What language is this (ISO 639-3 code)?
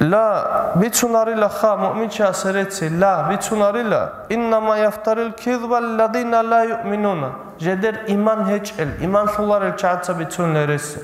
ava